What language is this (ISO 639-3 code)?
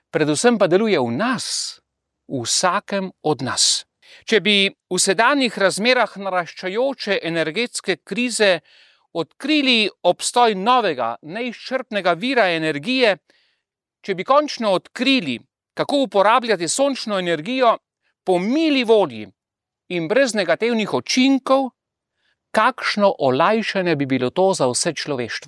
slv